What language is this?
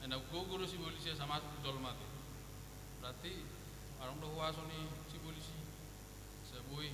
Batak Toba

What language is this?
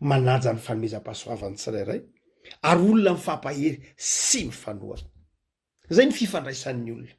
Malagasy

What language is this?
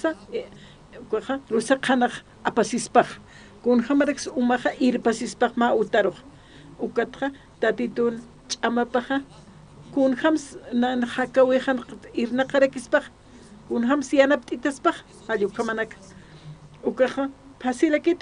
Aymara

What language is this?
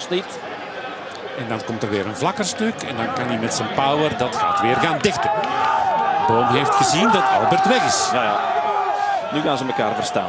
Dutch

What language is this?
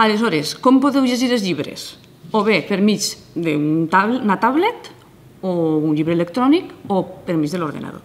Catalan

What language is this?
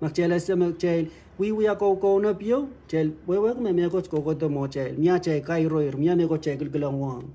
Pohnpeian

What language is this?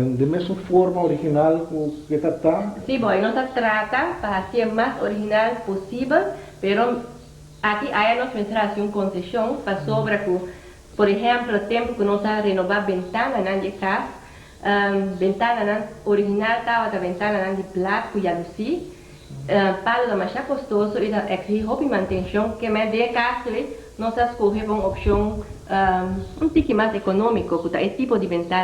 Papiamento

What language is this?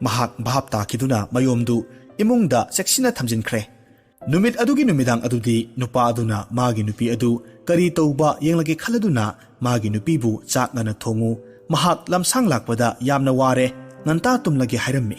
Manipuri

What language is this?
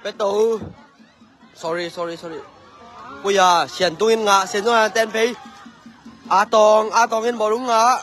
Tedim Chin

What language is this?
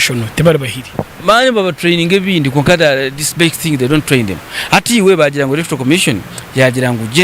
Nyankole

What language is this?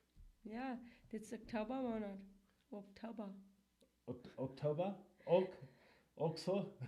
Plautdietsch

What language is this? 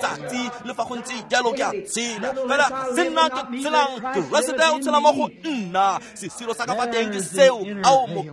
Tswana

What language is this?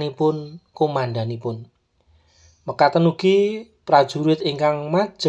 Javanese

